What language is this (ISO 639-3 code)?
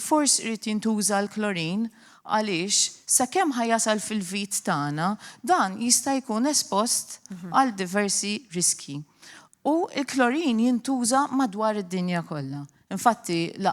mlt